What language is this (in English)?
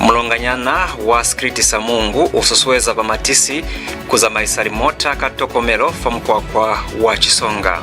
Lozi